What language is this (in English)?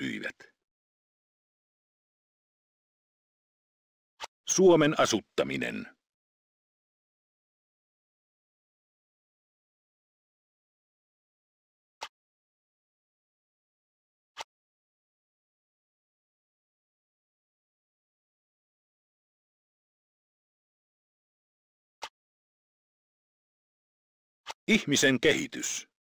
Finnish